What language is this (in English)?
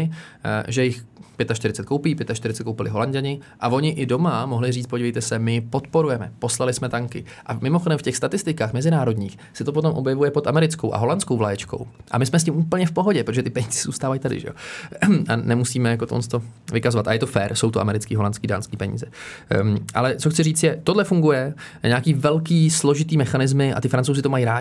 Czech